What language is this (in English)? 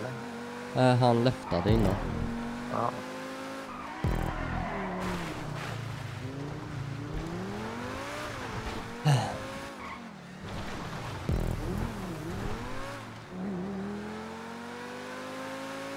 Swedish